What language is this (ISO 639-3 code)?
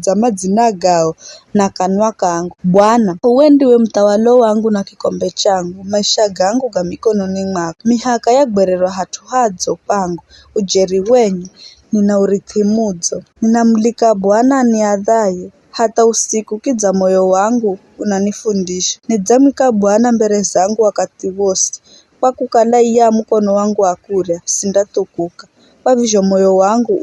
nyf